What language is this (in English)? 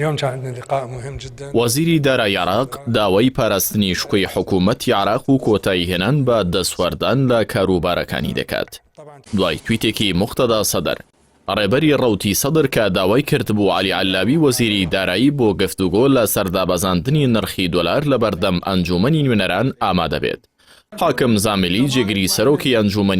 Central Kurdish